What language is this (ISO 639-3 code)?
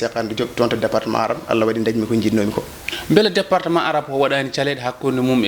ful